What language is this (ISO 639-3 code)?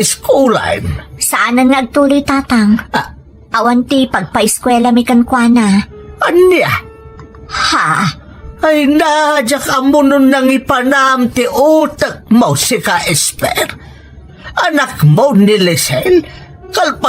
ilo